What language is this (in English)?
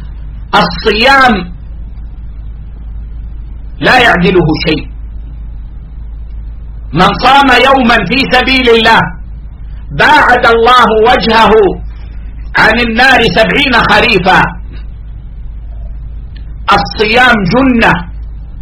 Arabic